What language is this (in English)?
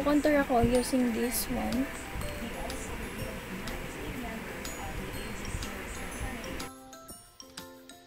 Filipino